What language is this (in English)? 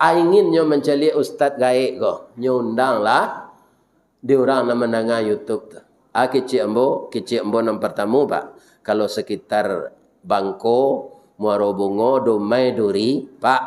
Minangkabau